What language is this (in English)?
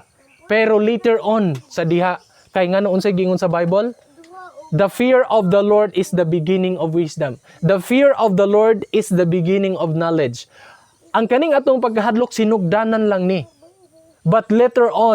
Cebuano